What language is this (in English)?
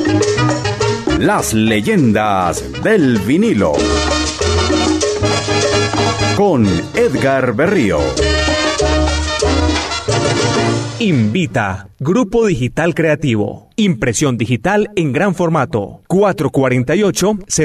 Spanish